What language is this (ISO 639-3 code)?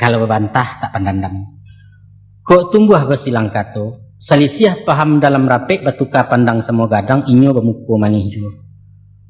min